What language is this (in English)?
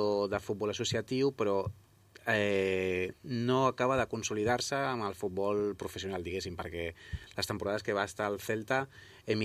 Catalan